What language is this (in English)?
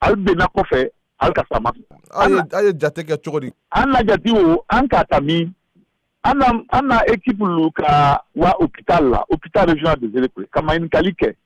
Bambara